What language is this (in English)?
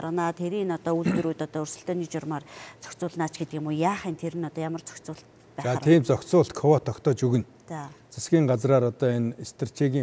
Mongolian